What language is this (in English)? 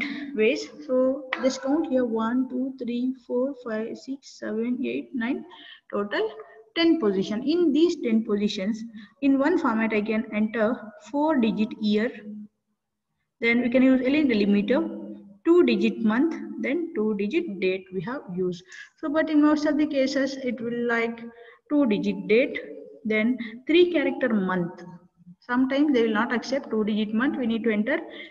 English